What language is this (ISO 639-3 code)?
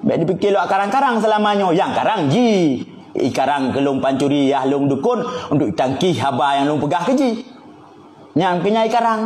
ace